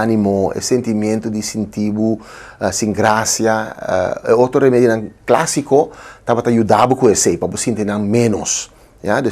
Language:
Papiamento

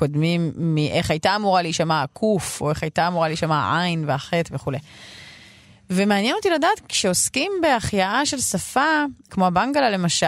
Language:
Hebrew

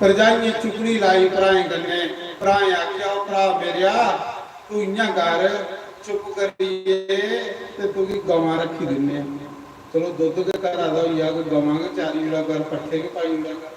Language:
Dogri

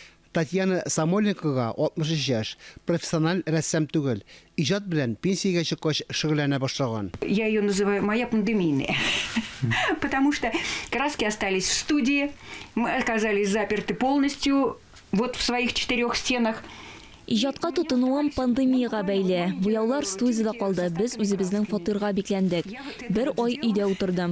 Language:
Tatar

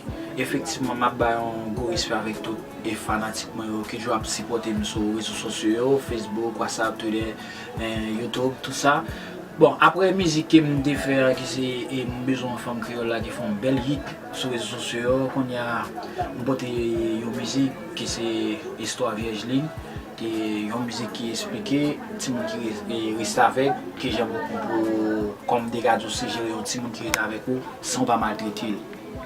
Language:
Haitian Creole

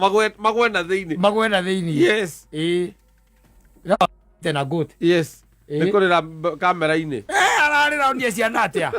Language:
Kikuyu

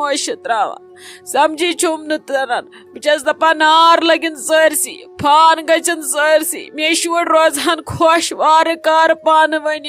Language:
Kashmiri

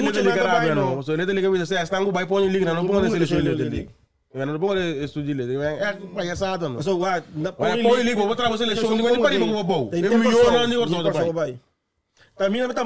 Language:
Papiamento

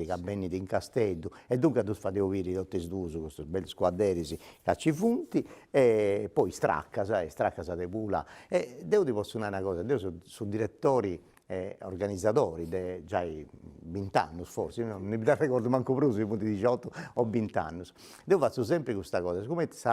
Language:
Sardinian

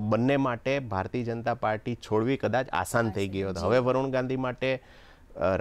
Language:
Gujarati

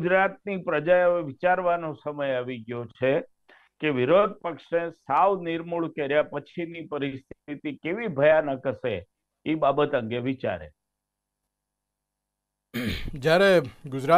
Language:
Gujarati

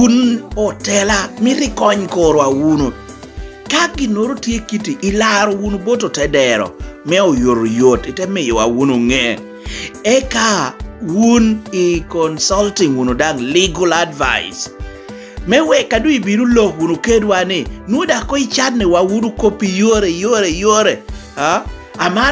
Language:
Lango (Uganda)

